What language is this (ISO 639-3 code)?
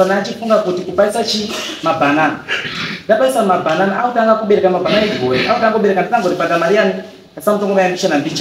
sna